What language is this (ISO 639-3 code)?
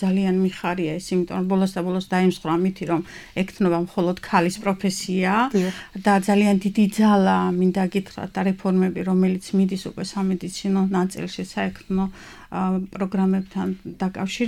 kat